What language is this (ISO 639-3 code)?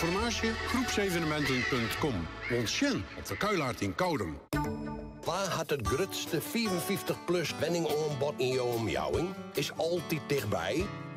fry